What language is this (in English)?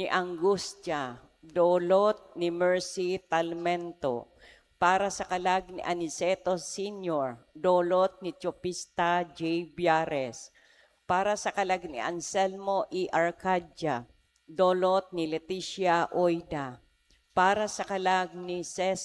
Bikol